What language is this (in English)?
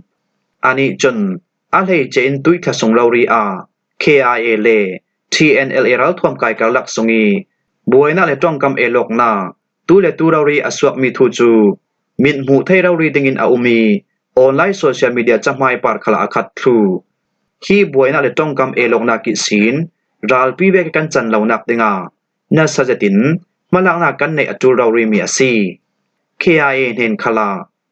Falam Chin